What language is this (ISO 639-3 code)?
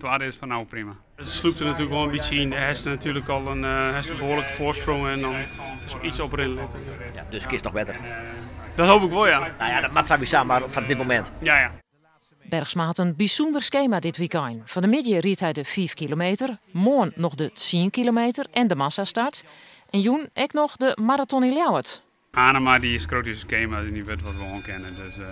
fry